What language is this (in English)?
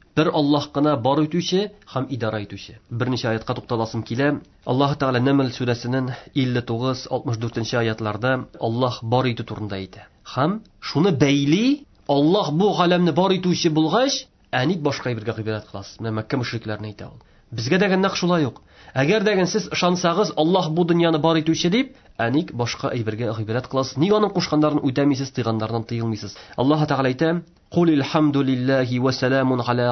Tatar